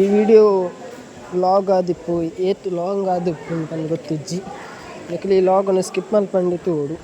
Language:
Tulu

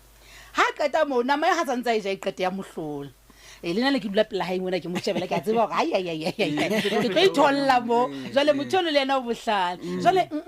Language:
Southern Sotho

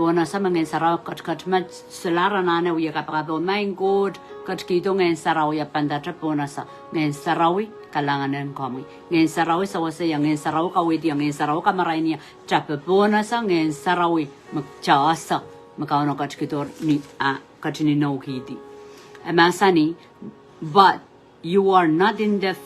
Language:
Pohnpeian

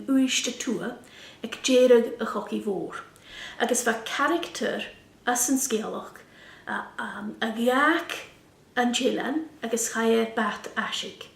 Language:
Scottish Gaelic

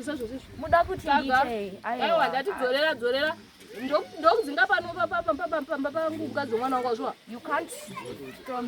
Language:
Shona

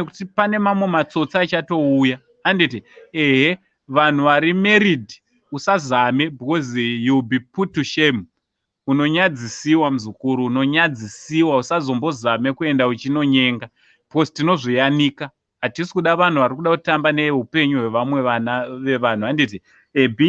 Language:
Shona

